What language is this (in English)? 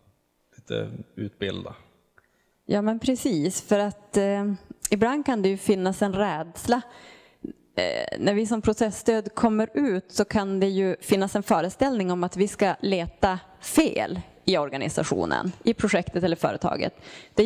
Swedish